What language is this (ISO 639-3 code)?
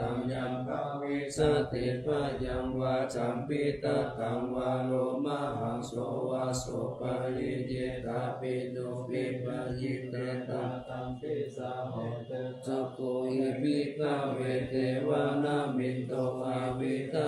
pli